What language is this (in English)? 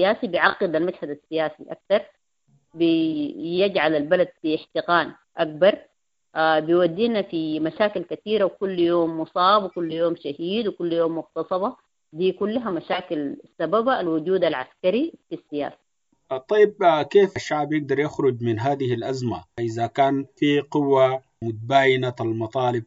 Sudanese Arabic